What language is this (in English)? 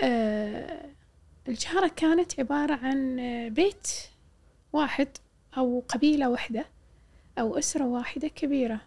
Gulf Arabic